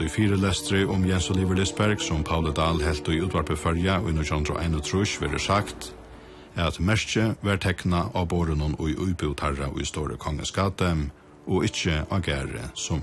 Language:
Faroese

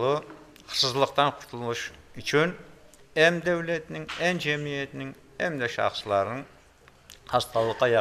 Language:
Crimean Tatar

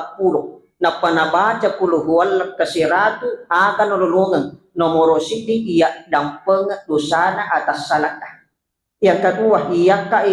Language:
Buginese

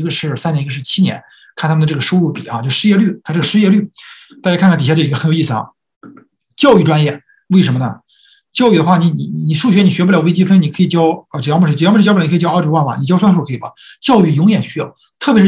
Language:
Chinese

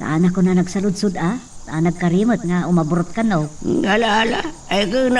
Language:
Iloko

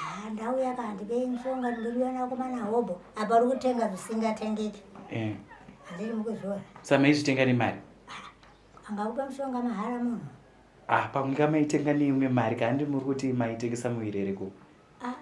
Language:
Shona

